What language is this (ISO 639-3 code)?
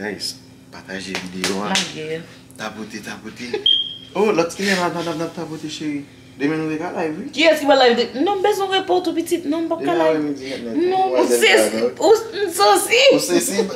hat